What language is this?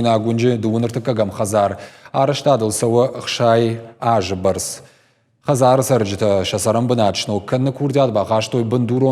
Ossetic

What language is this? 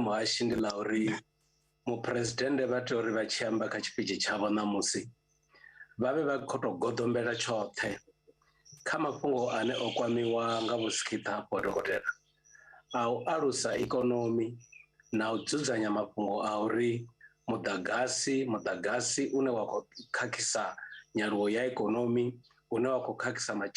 Venda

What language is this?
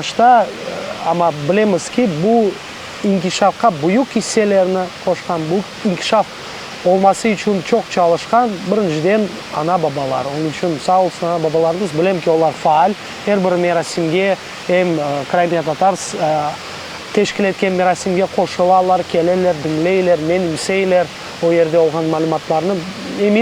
Crimean Tatar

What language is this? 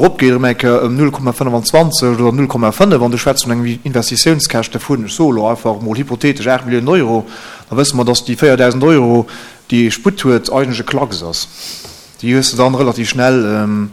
Luxembourgish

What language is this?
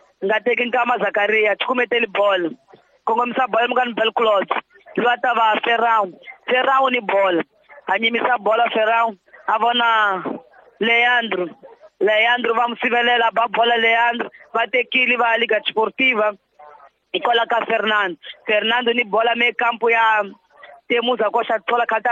Tsonga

